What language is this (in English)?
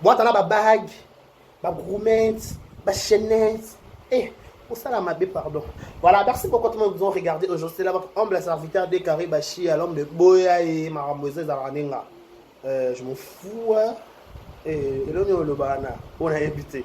Lingala